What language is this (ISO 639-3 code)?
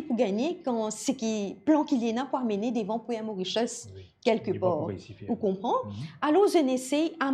mfe